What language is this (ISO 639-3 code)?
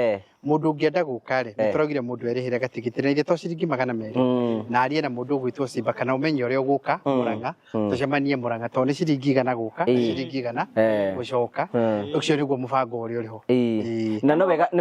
kik